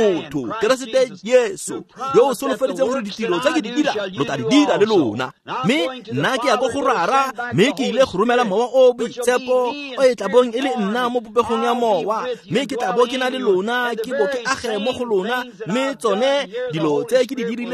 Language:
Tswana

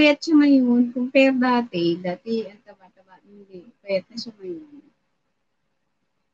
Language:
Filipino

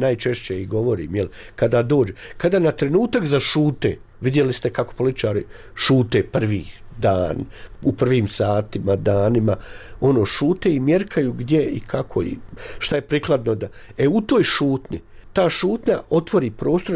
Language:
Bosnian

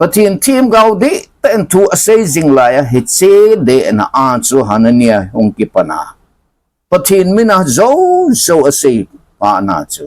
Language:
Thado Chin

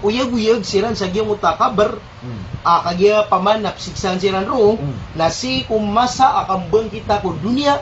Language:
Maranao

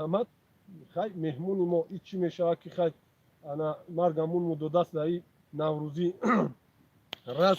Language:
Tajik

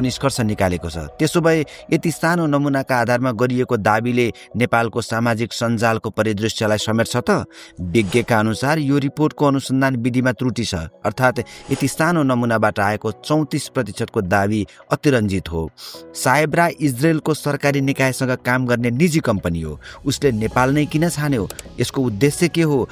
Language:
Nepali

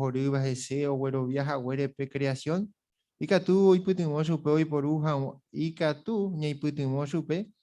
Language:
Guarani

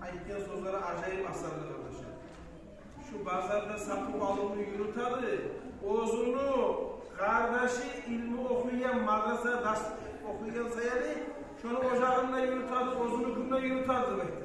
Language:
Kumyk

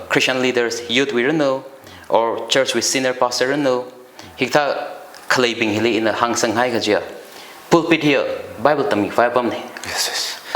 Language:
Tangkhul Naga (India)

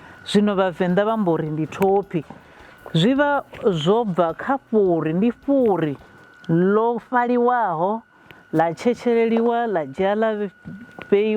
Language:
Venda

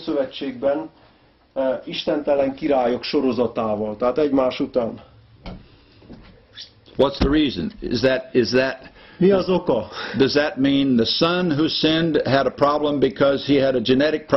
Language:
Hungarian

